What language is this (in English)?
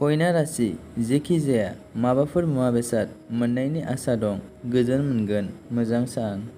Bodo